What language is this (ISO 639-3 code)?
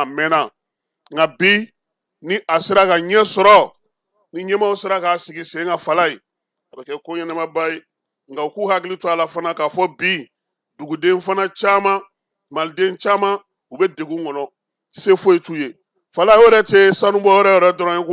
bam